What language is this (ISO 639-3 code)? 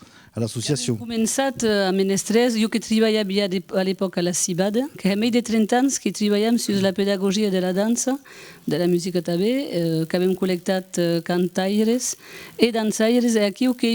oci